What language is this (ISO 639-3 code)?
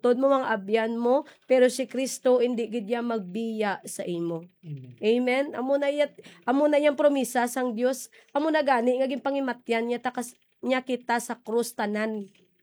hil